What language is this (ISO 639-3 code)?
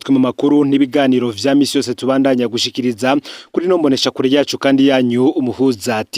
run